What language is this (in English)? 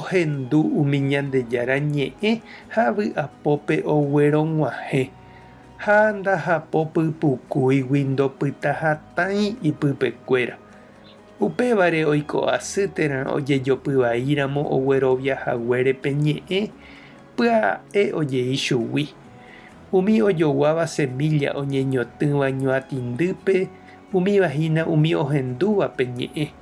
Guarani